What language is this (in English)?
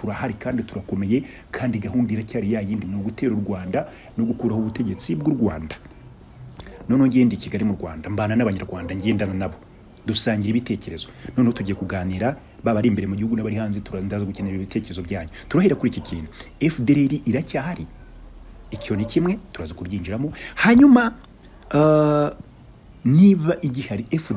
Kinyarwanda